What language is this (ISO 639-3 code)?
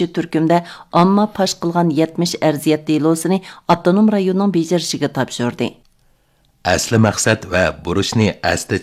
uig